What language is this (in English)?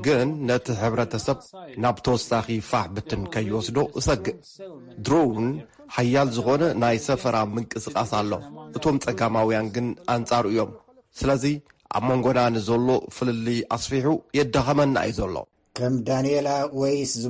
Tigrinya